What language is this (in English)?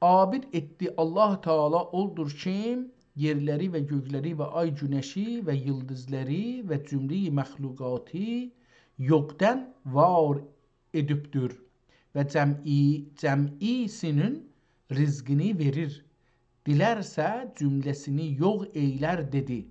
South Azerbaijani